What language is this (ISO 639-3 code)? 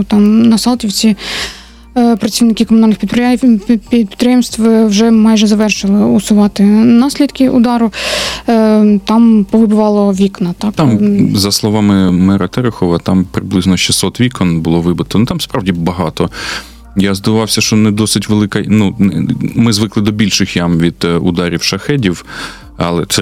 ukr